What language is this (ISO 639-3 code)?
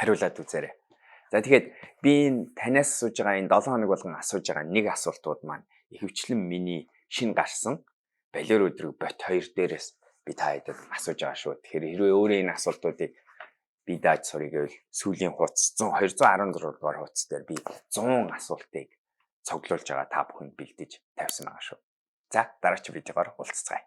mon